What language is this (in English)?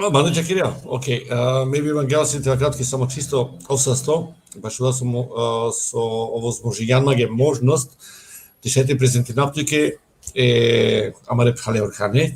Balkan Romani